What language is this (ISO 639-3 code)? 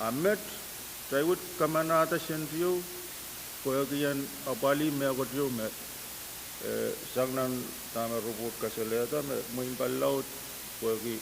pon